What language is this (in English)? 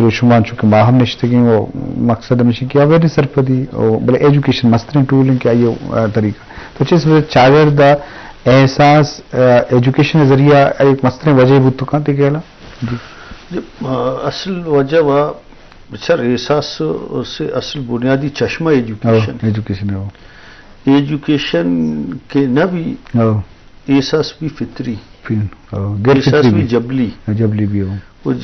Baluchi